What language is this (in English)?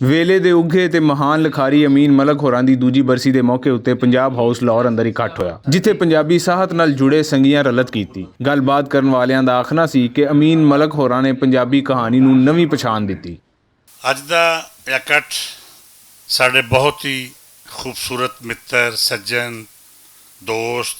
Western Panjabi